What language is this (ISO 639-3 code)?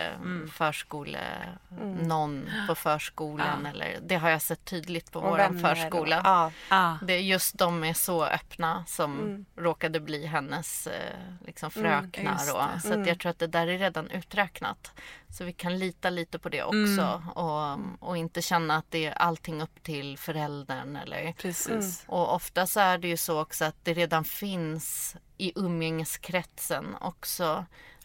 swe